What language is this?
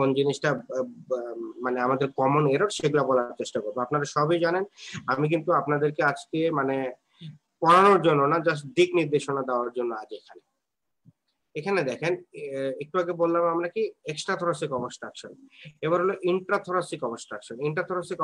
Bangla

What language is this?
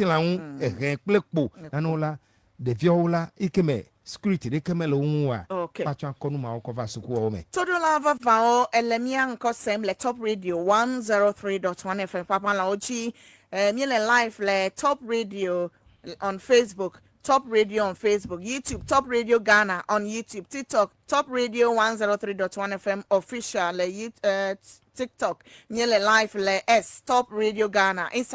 Ewe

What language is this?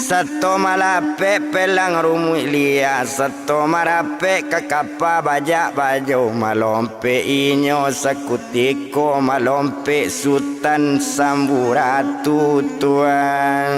Minangkabau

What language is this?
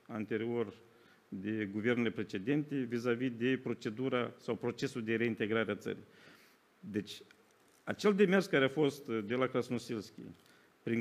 Romanian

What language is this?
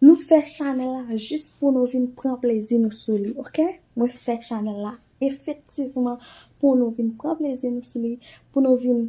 Haitian Creole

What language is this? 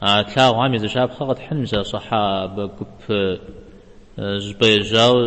Kabardian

